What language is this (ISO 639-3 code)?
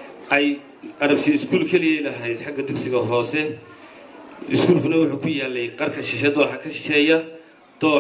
som